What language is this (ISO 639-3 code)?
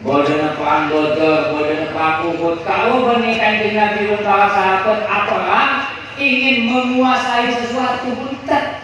mad